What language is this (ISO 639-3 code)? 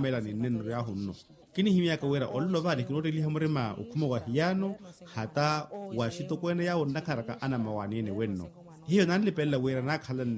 vmw